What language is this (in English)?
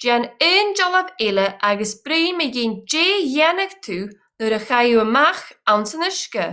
Scottish Gaelic